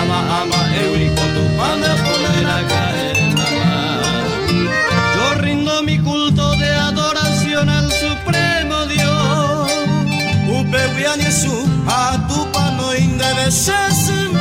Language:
Guarani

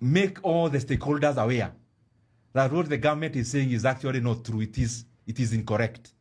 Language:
Gusii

